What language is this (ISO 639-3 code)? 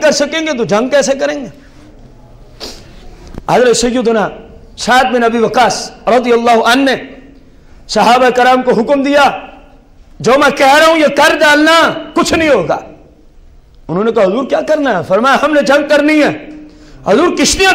urd